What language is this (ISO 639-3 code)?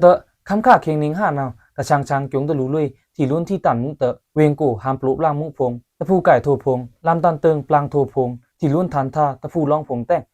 blk